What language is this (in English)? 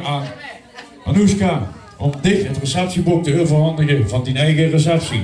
Limburgish